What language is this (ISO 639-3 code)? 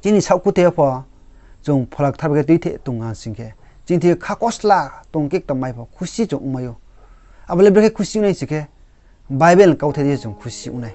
ria